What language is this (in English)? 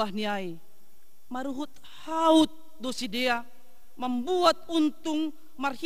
Batak Simalungun